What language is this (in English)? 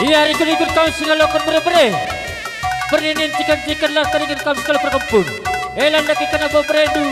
Batak Karo